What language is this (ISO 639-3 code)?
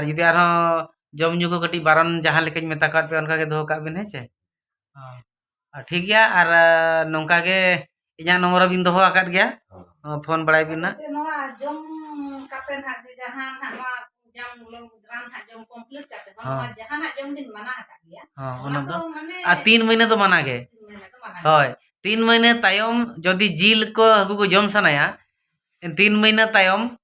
sat